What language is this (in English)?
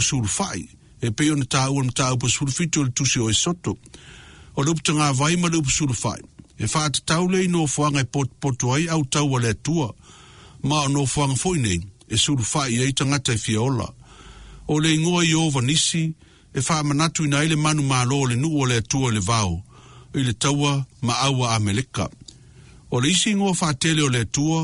Samoan